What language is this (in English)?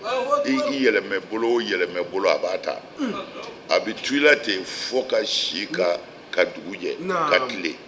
Bambara